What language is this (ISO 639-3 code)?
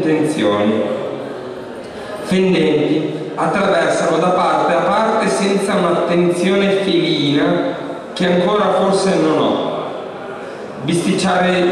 ita